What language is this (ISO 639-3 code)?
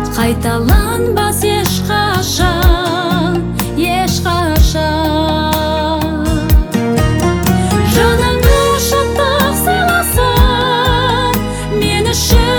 kaz